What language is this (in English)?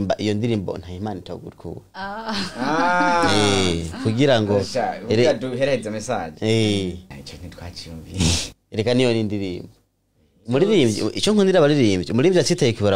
Rundi